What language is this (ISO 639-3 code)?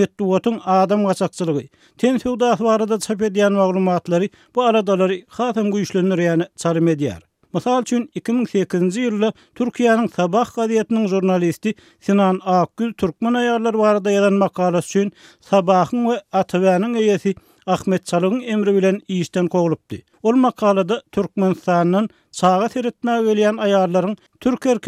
tuk